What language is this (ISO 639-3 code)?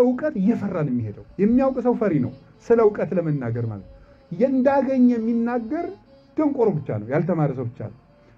amh